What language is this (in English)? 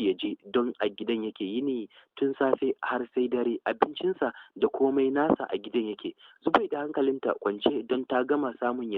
Hausa